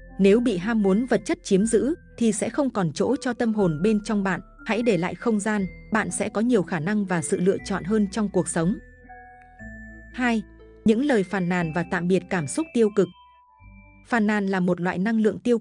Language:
Vietnamese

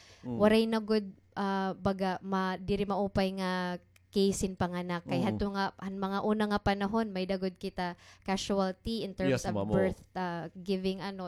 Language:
Waray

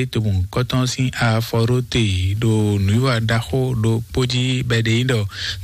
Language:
Fon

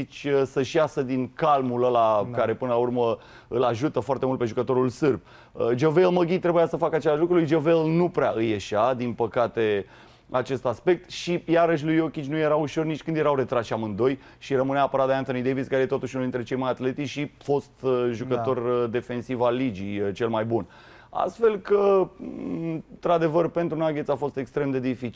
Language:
Romanian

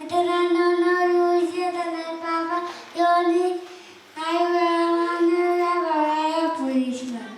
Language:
Pohnpeian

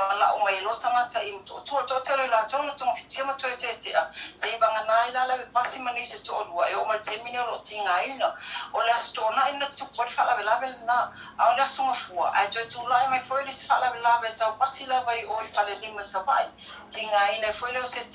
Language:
Samoan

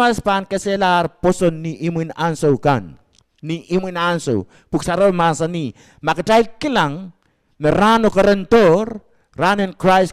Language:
Pohnpeian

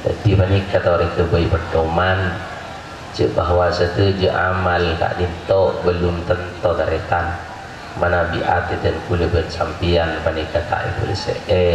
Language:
Madurese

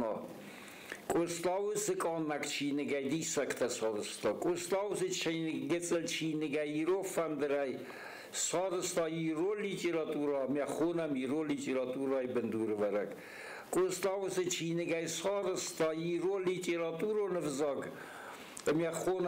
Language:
Ossetic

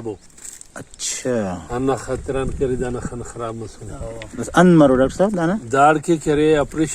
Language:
Brahui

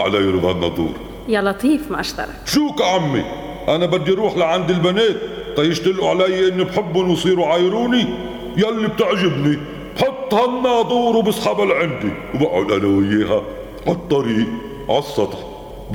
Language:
North Levantine Arabic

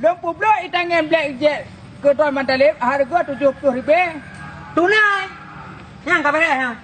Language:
Achinese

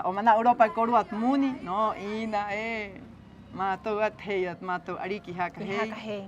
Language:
Rapanui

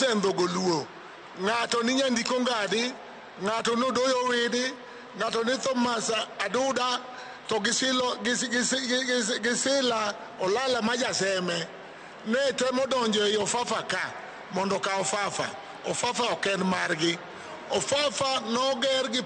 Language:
Luo (Kenya and Tanzania)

